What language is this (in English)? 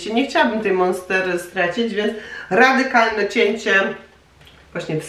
Polish